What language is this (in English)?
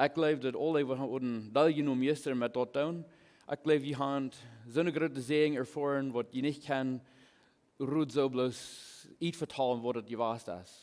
Plautdietsch